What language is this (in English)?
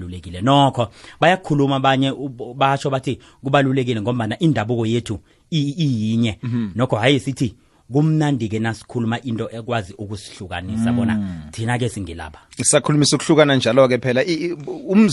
South Ndebele